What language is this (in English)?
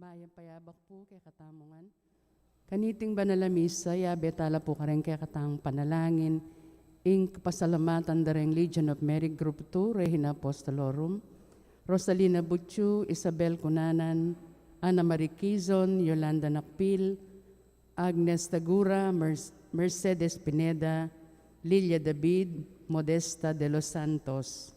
Pampanga